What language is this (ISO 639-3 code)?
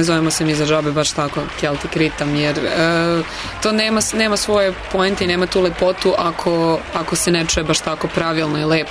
srp